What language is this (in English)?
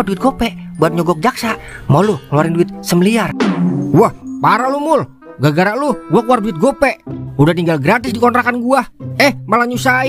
Betawi